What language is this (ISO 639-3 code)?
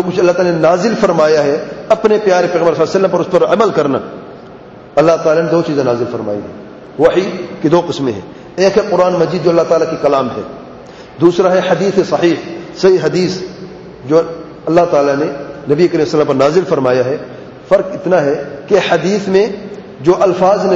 urd